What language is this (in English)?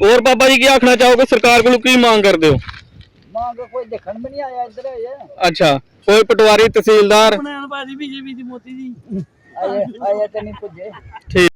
Dogri